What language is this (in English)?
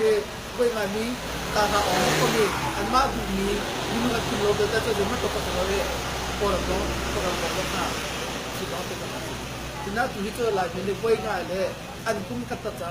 Hakha Chin